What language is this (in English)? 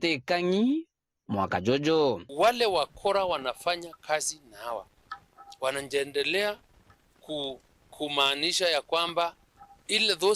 Meru